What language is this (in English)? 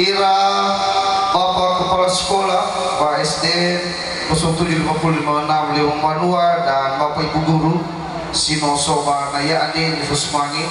Nias